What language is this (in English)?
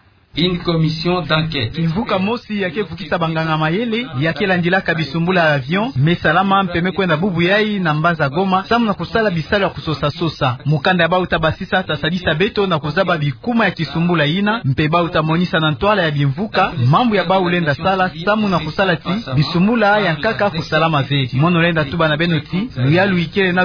Kituba (Democratic Republic of Congo)